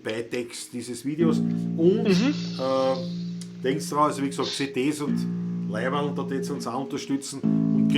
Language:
Bavarian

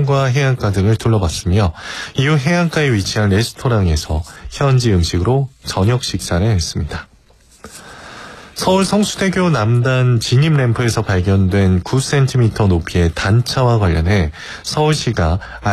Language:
Korean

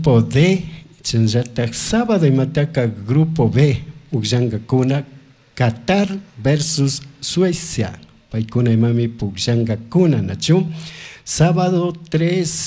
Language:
Chimborazo Highland Quichua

